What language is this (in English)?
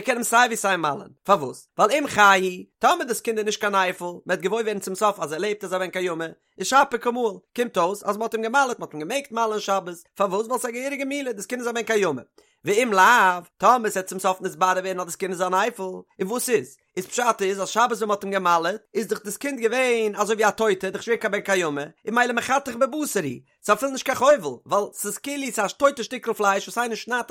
Yiddish